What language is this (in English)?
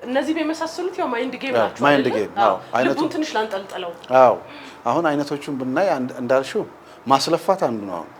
Amharic